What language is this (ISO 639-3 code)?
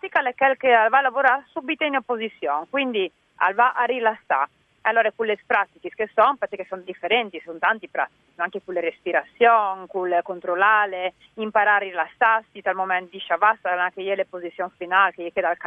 fur